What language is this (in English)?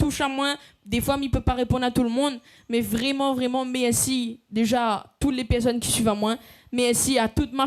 Réunion Creole French